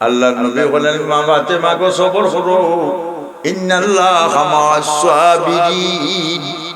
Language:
Sylheti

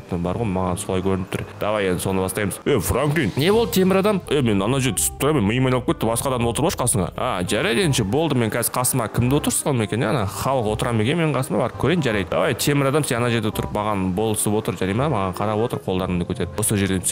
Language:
Kazakh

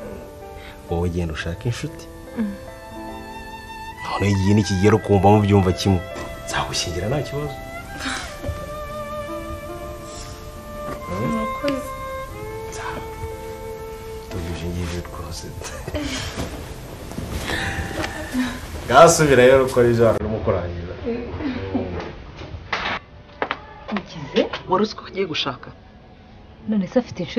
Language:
Kinyarwanda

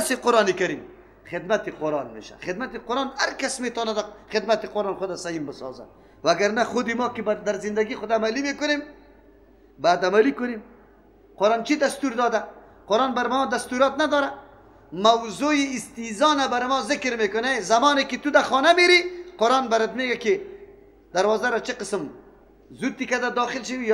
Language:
Persian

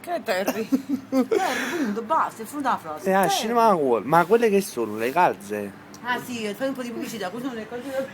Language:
Neapolitan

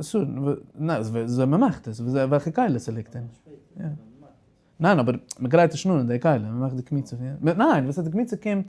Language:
Yiddish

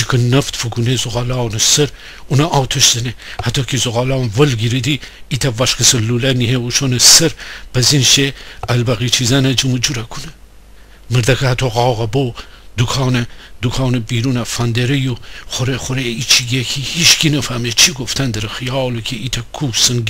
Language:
Gilaki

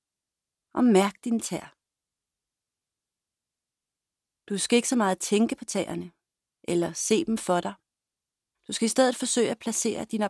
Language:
Danish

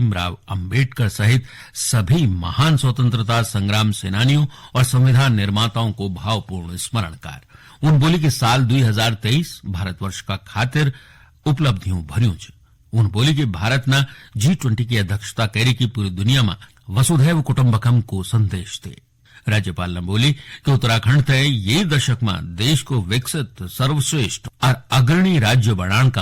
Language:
Garhwali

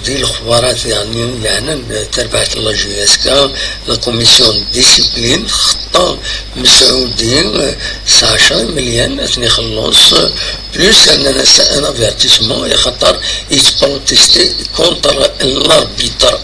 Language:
Kabyle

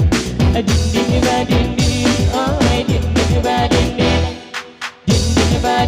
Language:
Minangkabau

